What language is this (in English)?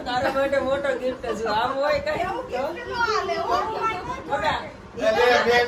Gujarati